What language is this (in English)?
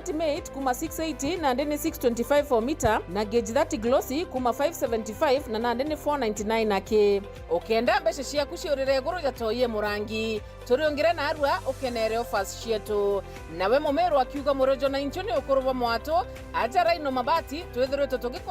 Meru